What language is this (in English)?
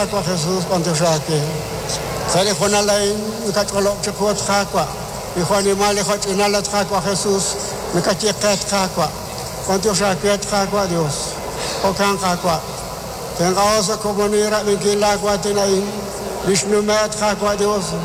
Kekchí